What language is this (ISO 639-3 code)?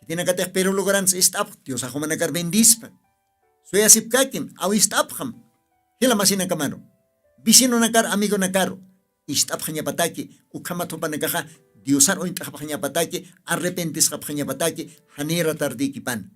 aym